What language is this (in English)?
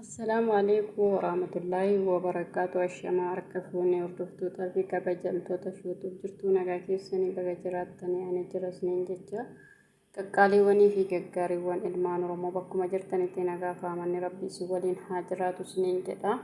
Oromo